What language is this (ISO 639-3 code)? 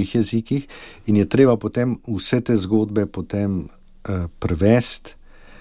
slv